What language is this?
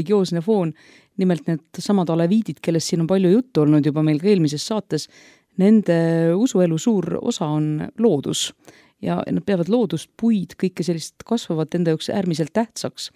Estonian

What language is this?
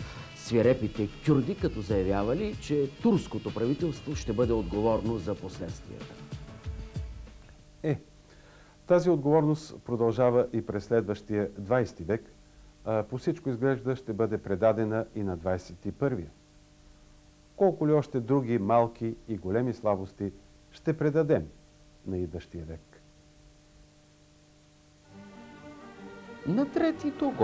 Bulgarian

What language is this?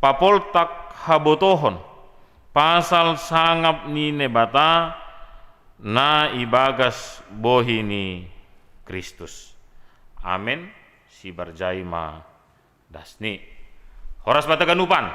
Batak Simalungun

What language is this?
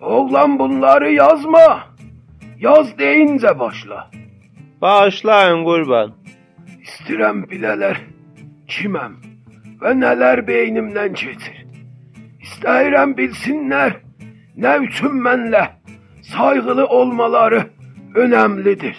South Azerbaijani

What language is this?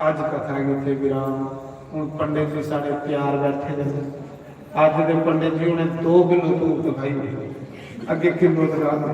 Dogri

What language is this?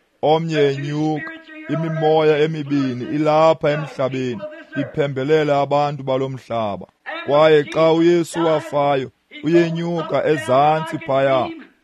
Xhosa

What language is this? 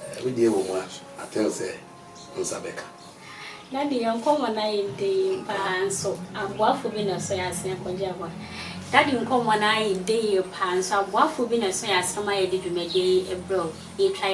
Akan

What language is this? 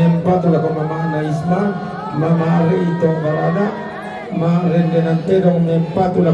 Toraja-Sa'dan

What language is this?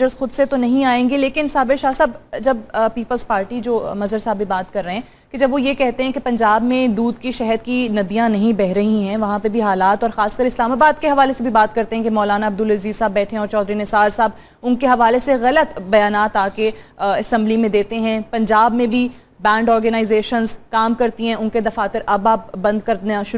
Urdu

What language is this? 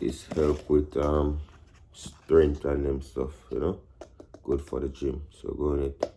Jamaican Creole English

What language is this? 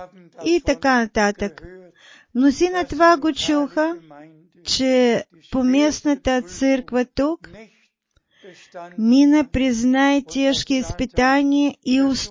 Bulgarian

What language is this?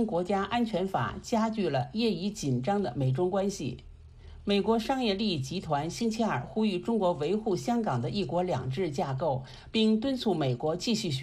Chinese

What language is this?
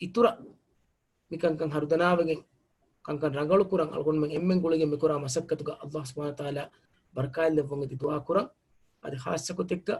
Divehi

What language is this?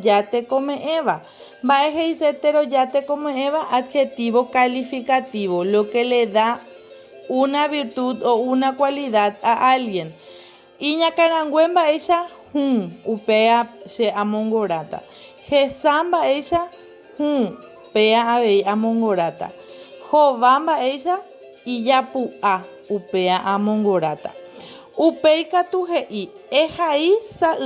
Guarani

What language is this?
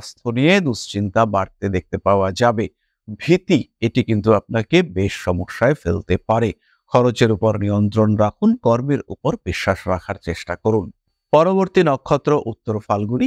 Bangla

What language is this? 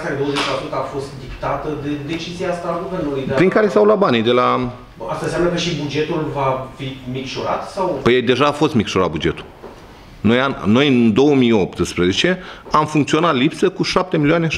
Romanian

